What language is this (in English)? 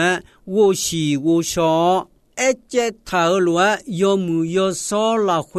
Akha